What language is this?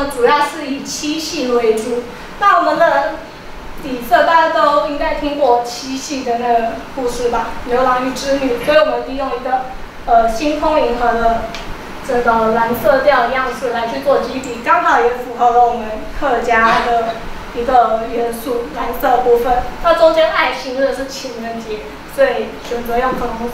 Chinese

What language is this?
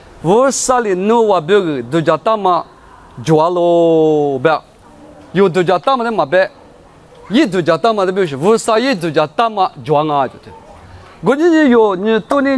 Lisu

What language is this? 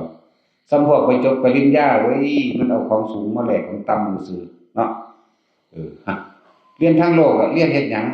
Northeastern Thai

